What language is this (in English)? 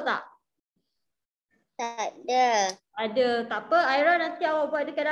Malay